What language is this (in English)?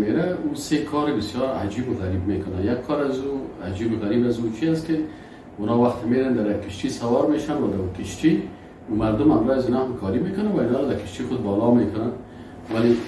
Persian